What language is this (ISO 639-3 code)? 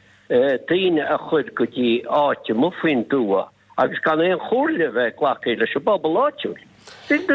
gle